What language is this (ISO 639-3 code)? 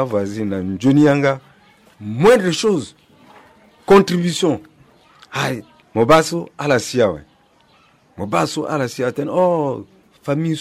sag